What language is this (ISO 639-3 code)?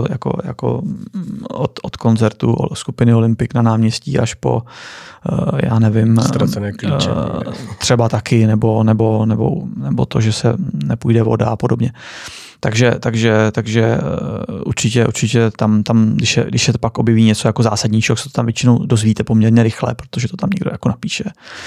ces